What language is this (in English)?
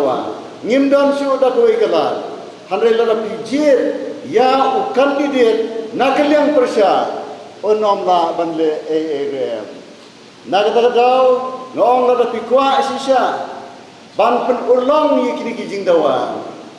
Khasi